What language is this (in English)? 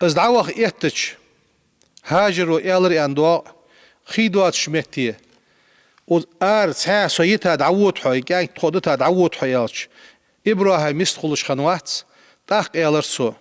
Ingush